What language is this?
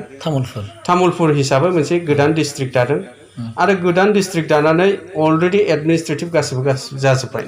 Bodo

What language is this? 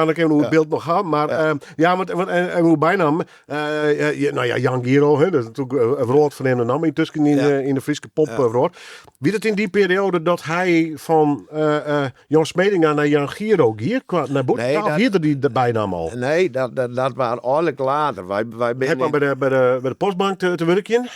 Western Frisian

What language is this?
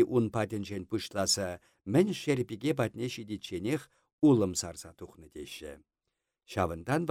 Chuvash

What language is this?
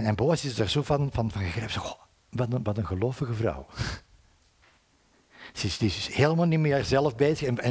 Dutch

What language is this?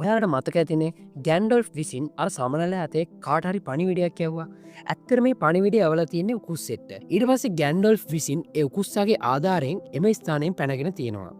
Sinhala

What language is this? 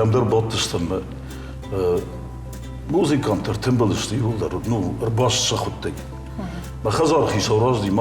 Ossetic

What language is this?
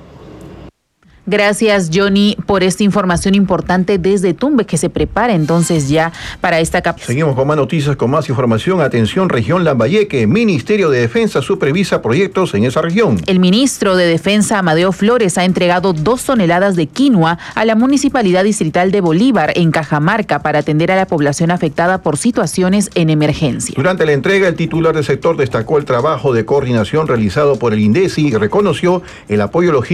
Spanish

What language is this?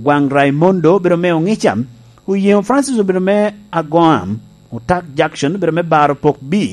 Lango (Uganda)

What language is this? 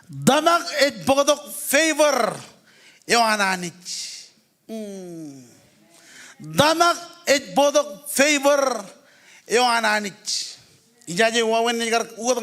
Marshallese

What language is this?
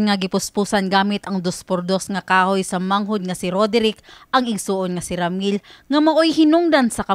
Cebuano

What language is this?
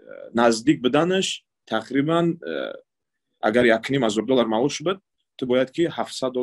Tajik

